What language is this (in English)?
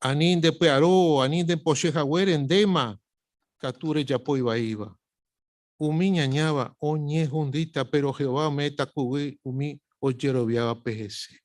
Guarani